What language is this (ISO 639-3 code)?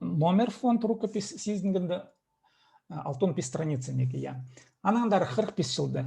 kjh